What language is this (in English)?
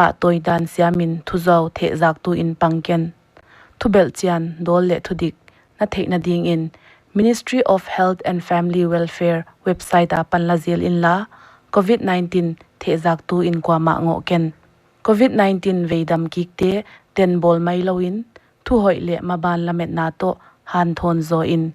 Paite Chin